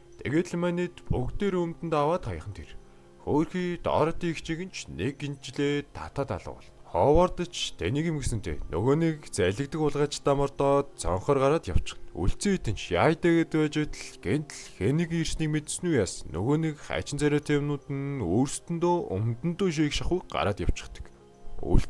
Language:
Mongolian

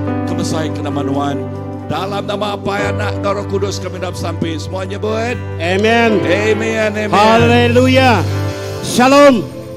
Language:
Iban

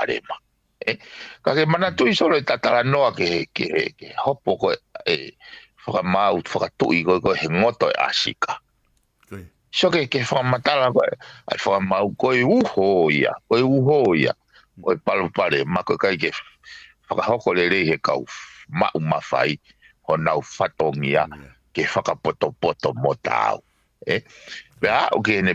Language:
Tongan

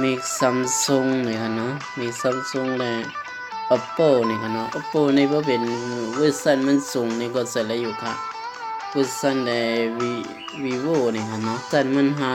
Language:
Shan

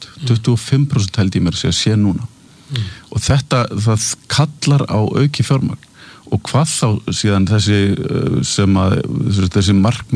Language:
Icelandic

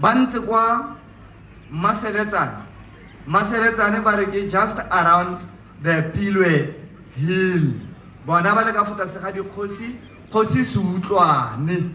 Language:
Tswana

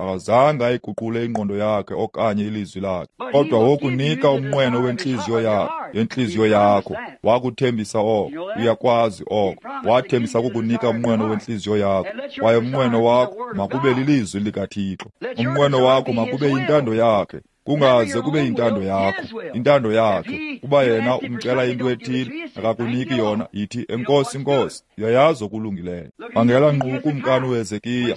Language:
Xhosa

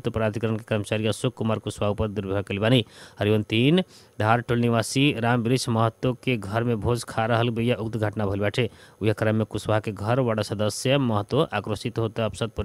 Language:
Bhojpuri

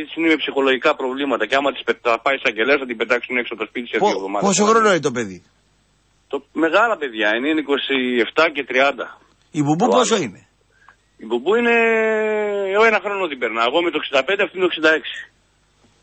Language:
Greek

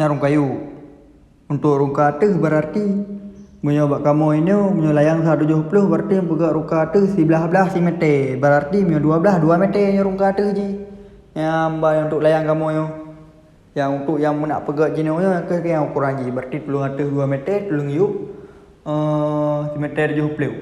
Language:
Achinese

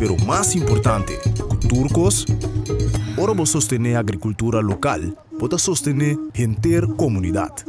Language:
Papiamento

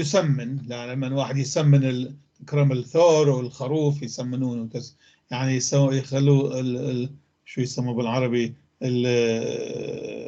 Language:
North Levantine Arabic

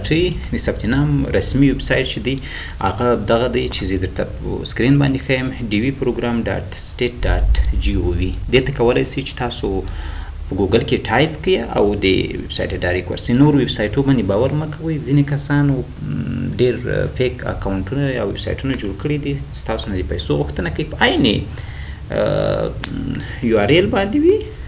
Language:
Pashto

